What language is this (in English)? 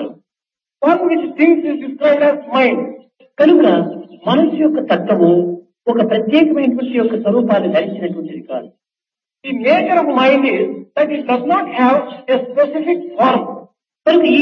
Telugu